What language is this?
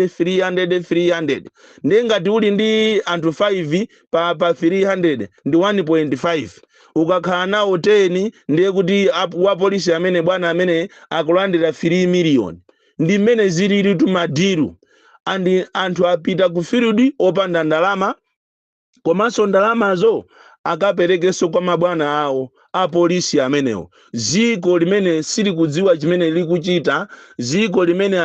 Nyanja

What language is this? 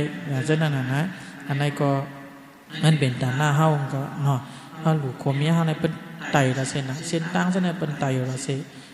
Shan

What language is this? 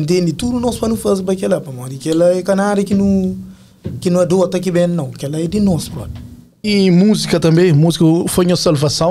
Kabuverdianu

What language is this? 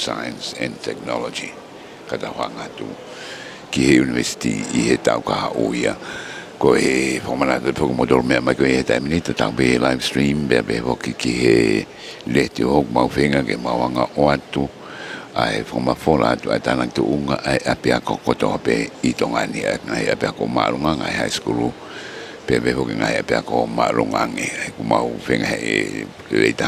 Tongan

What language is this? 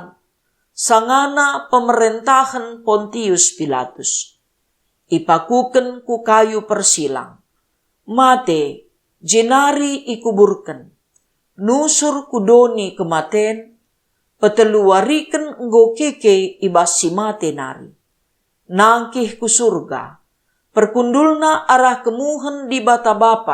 Batak Karo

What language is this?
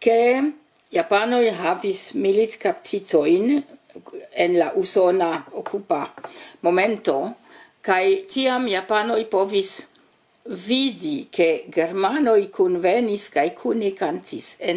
Esperanto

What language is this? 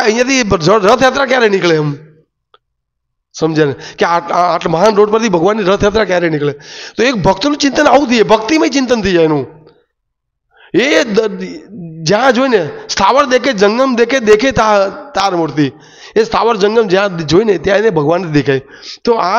Gujarati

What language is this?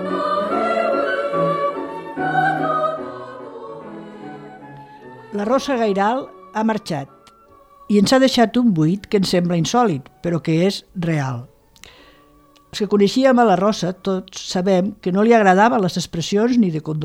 Catalan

